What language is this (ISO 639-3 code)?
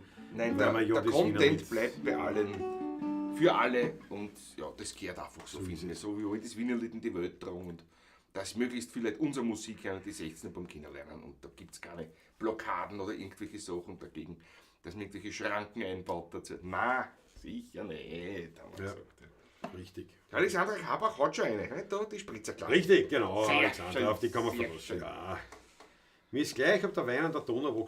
bar